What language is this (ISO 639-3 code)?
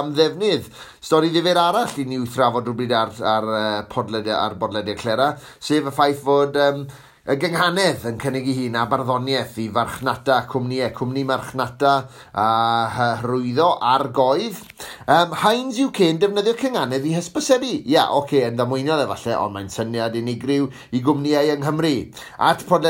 cym